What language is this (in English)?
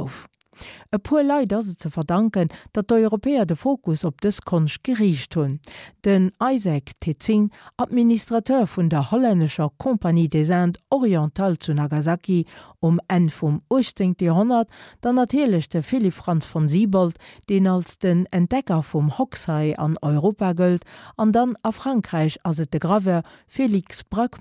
Luxembourgish